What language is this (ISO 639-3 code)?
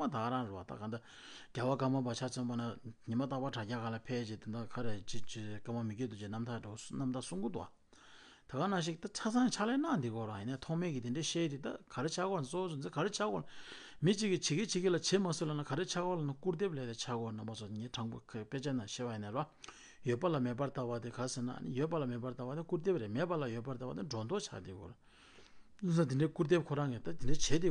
bod